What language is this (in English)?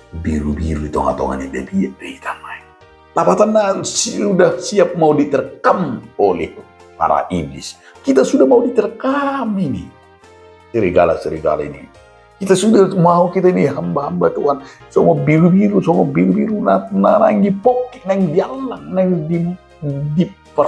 Batak Toba